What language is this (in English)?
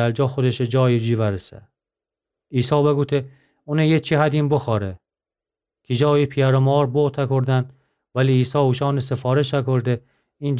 Gilaki